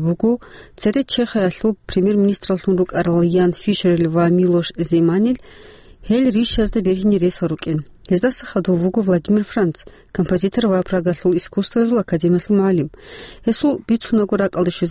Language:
Avaric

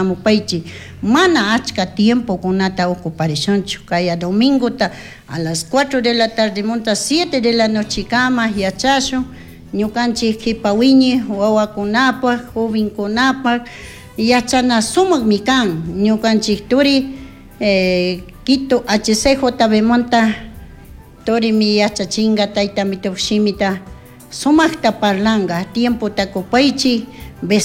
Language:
Chimborazo Highland Quichua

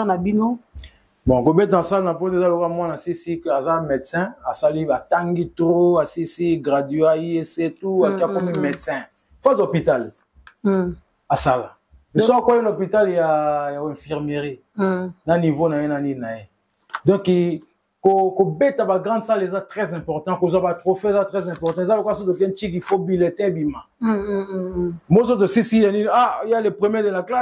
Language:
Lingala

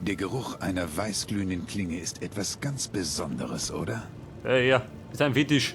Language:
Bavarian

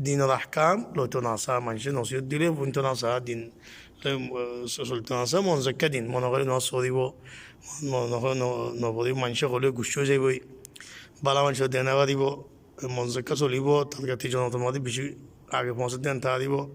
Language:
Rohingya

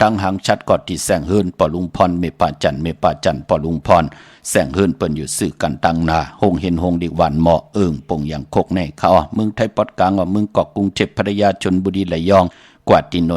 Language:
Shan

